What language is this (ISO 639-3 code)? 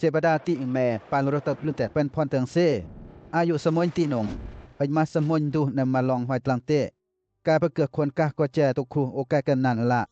lcp